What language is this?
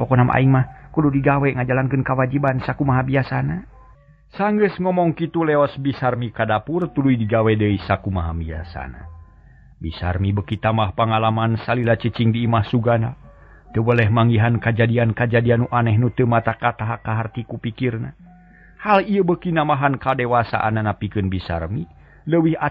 Sundanese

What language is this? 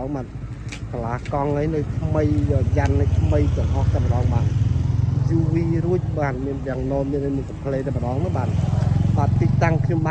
Khmer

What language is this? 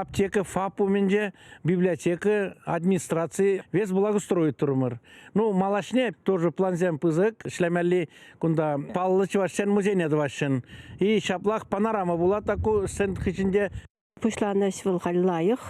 Chuvash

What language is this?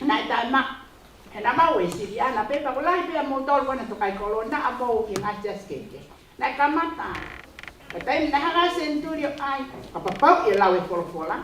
Tongan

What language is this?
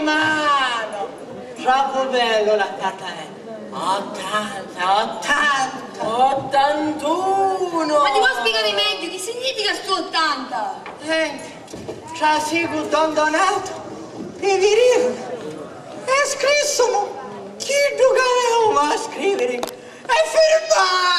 Sicilian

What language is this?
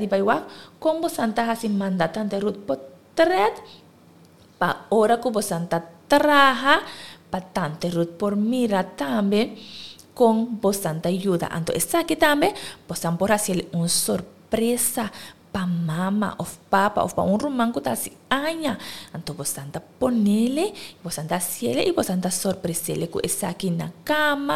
Papiamento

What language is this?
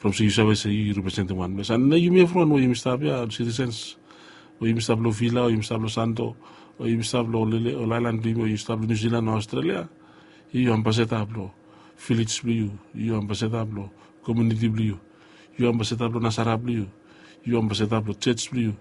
Bislama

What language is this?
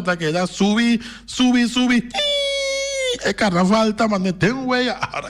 Papiamento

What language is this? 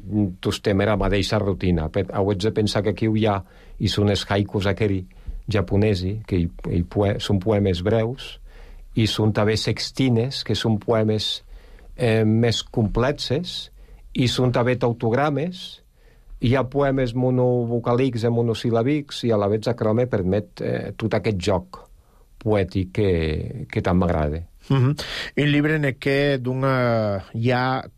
Catalan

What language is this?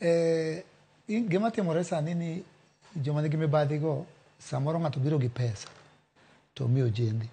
Luo (Kenya and Tanzania)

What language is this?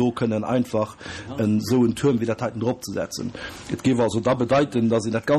Luxembourgish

